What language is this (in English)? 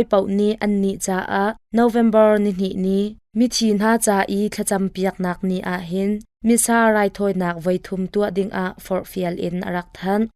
Hakha Chin